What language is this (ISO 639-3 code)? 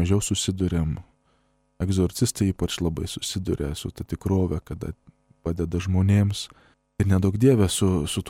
lit